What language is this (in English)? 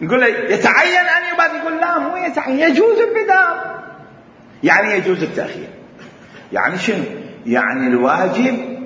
Mesopotamian Arabic